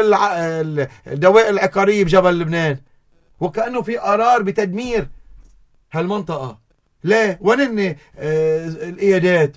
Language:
North Levantine Arabic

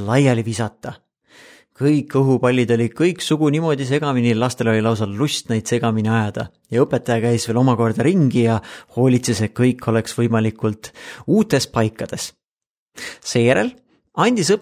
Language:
Estonian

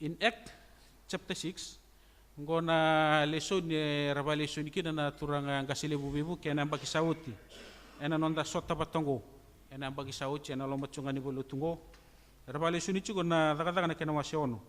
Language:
Fijian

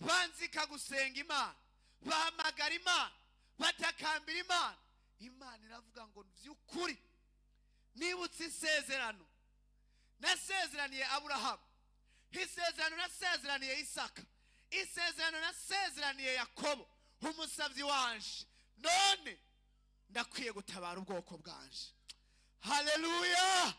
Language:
Rundi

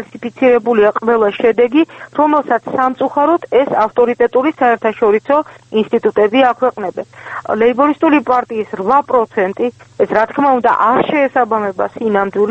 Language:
Georgian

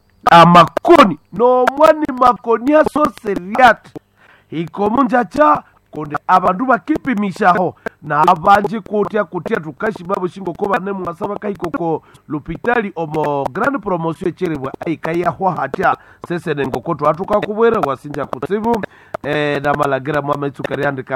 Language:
Nande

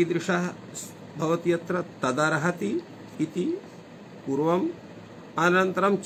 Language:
Sanskrit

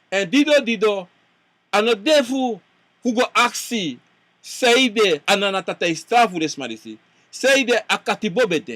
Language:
Sranan Tongo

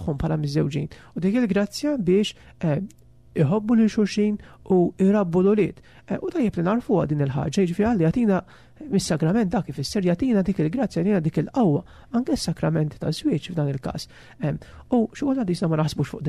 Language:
Maltese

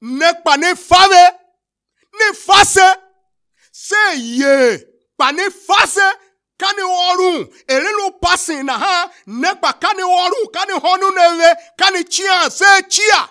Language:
Tiv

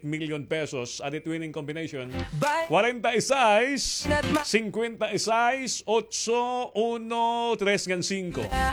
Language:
Waray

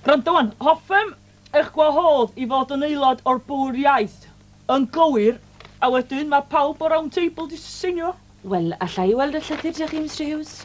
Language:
Welsh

